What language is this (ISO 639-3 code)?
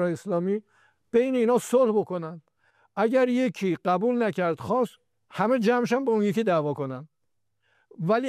fas